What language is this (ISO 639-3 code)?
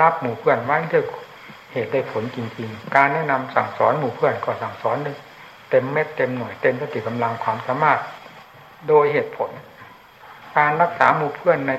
tha